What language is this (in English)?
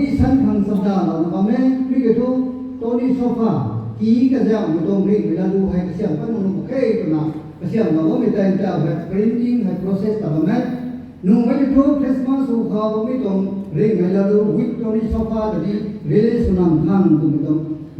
Rongmei Naga